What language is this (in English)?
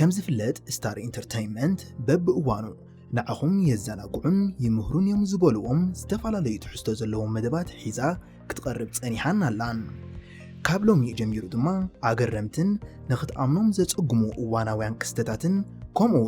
Tigrinya